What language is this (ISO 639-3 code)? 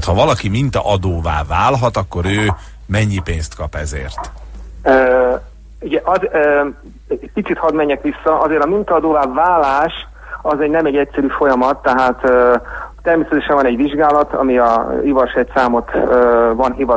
hun